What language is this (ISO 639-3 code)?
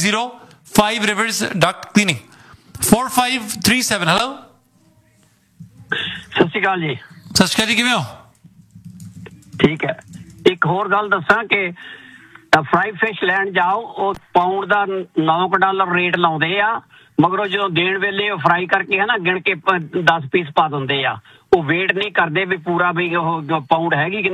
pan